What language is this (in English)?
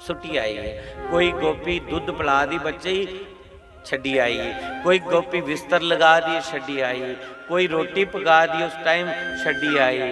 Dogri